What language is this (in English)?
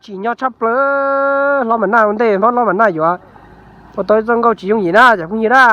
Hmong